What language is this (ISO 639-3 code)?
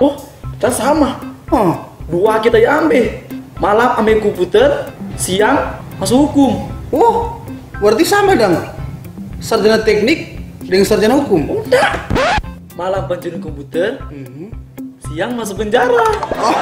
xmm